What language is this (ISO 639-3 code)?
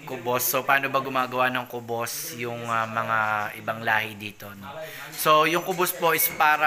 fil